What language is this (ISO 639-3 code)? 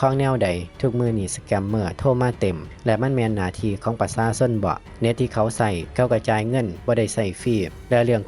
lao